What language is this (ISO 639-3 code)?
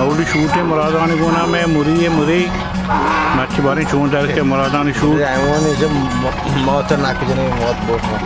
bal